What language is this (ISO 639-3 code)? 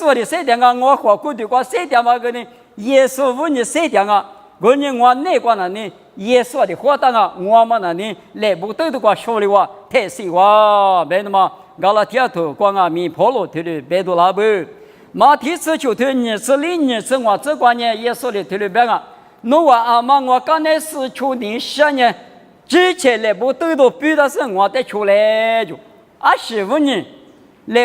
lis